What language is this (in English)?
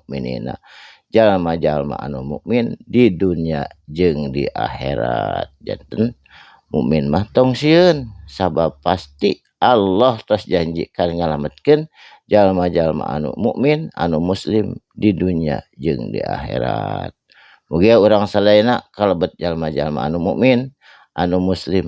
Sundanese